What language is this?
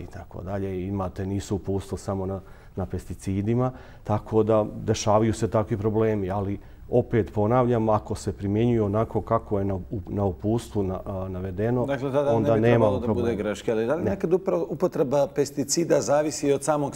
Bosnian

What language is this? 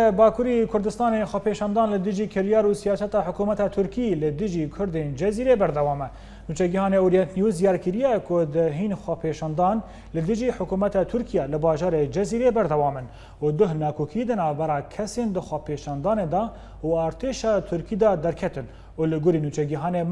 Kurdish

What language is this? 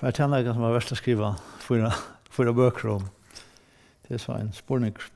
Faroese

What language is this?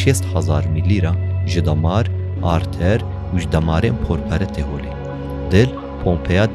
Kurdish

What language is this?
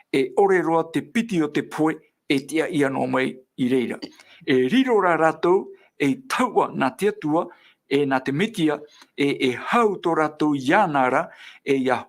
Tahitian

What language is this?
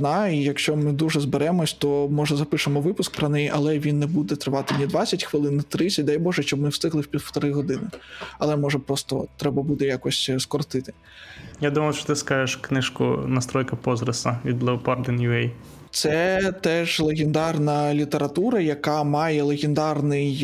Ukrainian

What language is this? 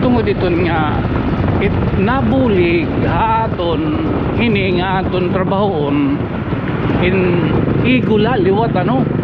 Waray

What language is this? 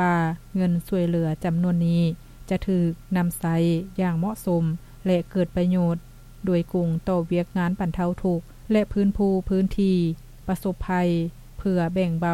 Lao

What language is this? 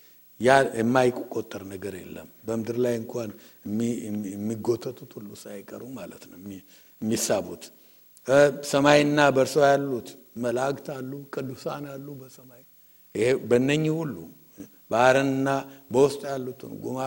Amharic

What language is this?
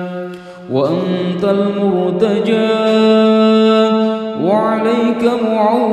Arabic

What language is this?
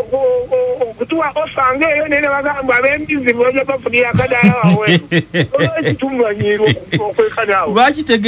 Ganda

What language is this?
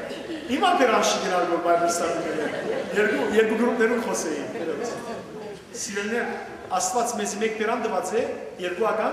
Western Armenian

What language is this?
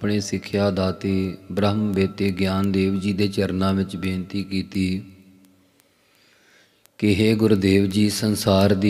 Punjabi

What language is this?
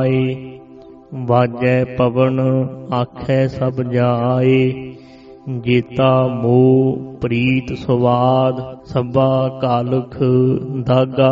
Punjabi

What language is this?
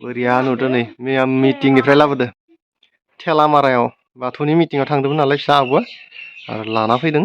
Bodo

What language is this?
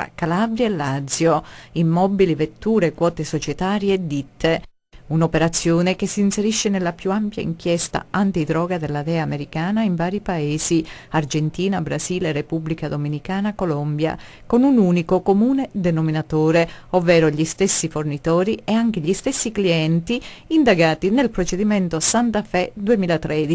Italian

